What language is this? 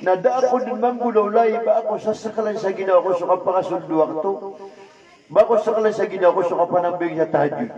Maranao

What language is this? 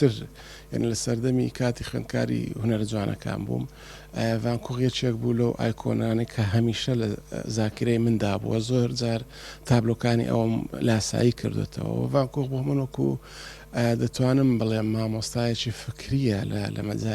Central Kurdish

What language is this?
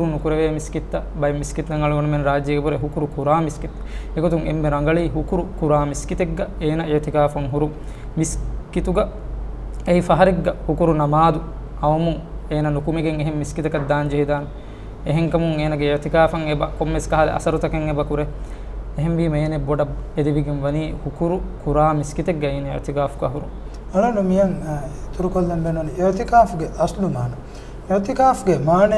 Divehi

